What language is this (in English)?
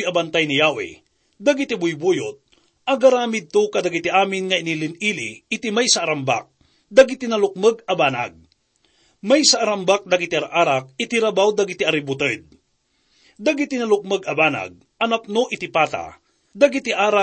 Iloko